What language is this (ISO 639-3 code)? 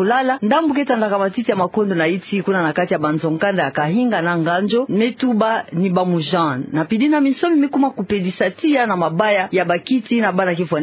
ktu